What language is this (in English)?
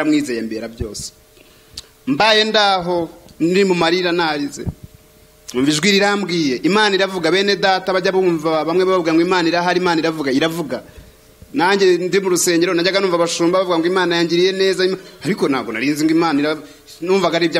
Kinyarwanda